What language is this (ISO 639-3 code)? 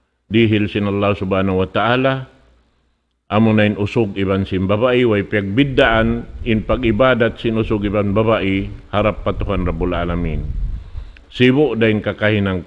tsg